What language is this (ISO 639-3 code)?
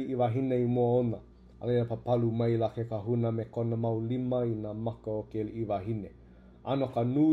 haw